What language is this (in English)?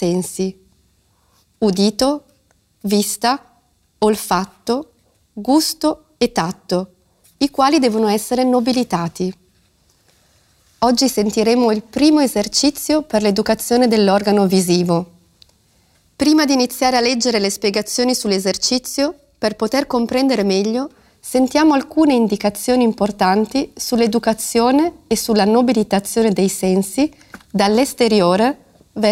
Italian